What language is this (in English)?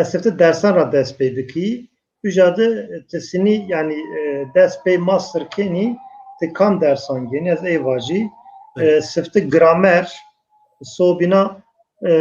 Zaza